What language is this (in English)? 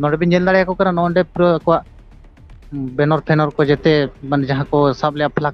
Santali